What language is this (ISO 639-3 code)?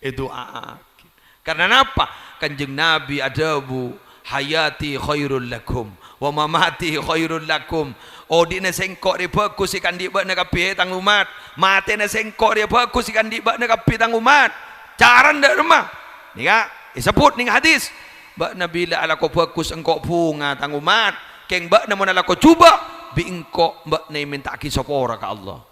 mad